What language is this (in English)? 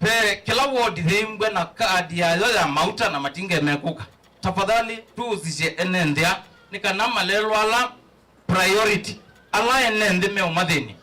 Kamba